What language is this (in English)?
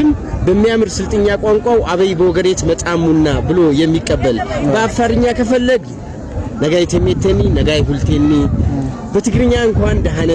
Amharic